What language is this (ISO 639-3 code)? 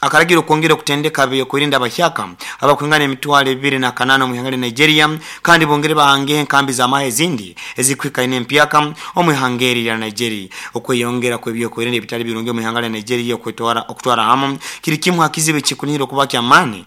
nyo